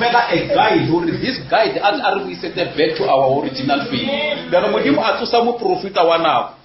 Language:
Northern Sotho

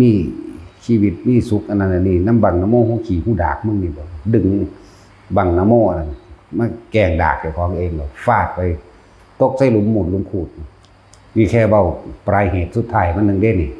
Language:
Lao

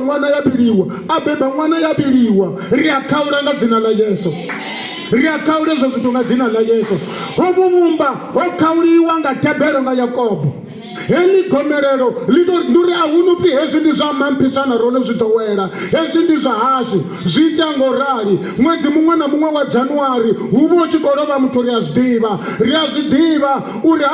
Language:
Venda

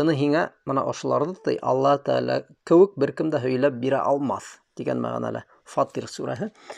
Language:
Bashkir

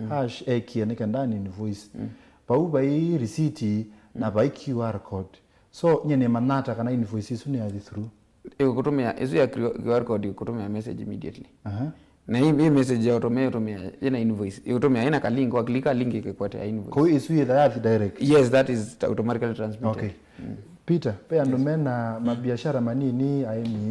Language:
Kamba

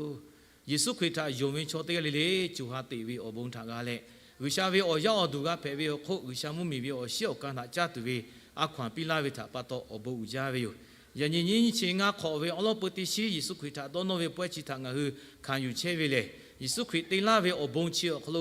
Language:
Lahu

